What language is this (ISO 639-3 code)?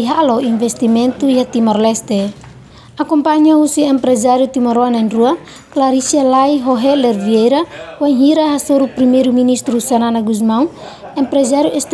tet